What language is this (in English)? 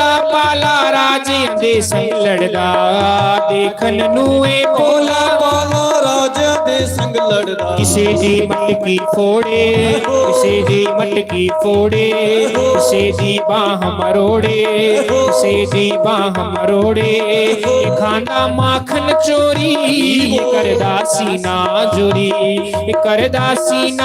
Dogri